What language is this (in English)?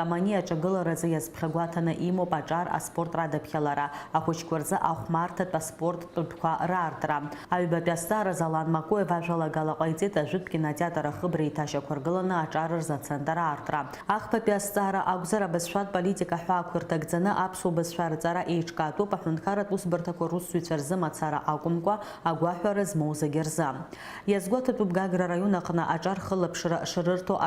Abkhazian